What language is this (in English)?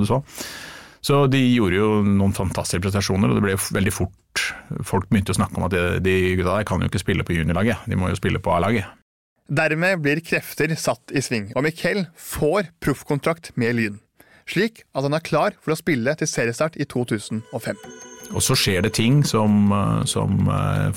Norwegian